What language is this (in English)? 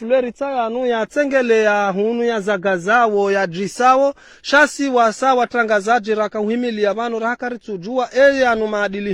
Ngazidja Comorian